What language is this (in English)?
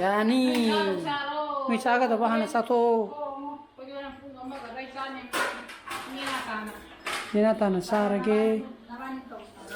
Manipuri